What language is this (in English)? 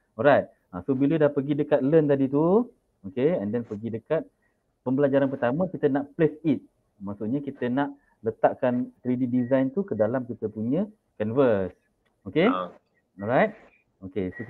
Malay